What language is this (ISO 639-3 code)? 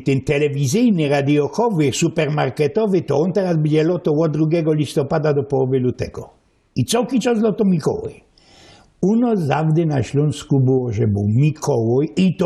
szl